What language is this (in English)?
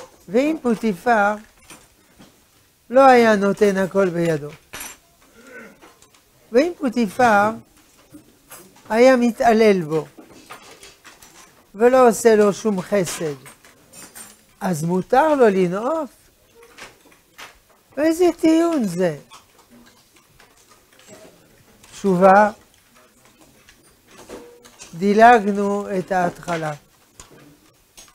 Hebrew